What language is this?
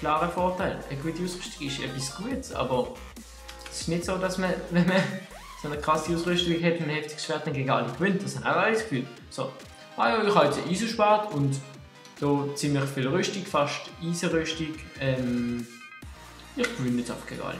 Swiss German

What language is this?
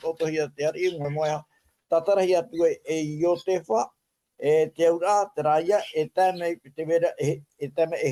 Tahitian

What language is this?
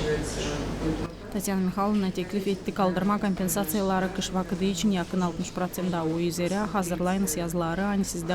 Gagauz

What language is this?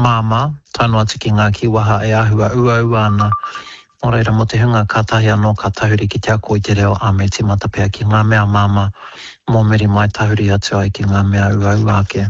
Māori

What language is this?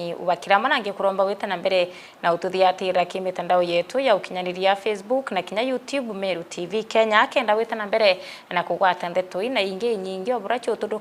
Meru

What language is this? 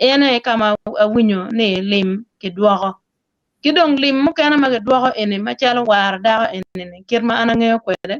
Acoli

